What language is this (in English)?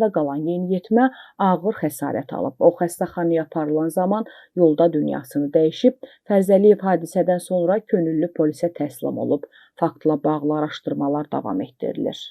Azerbaijani